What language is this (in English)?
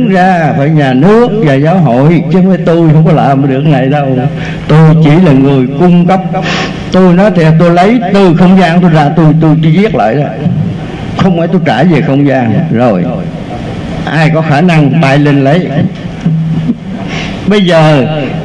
Vietnamese